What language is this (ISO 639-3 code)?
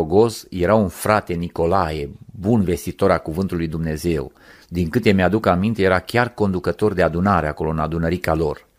ron